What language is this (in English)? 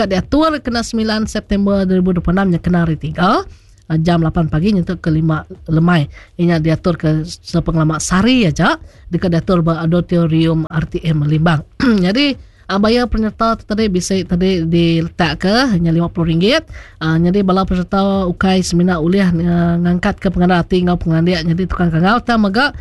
Iban